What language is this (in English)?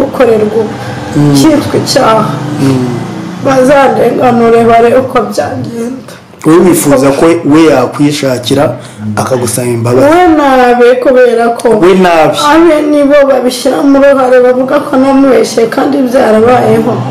Kinyarwanda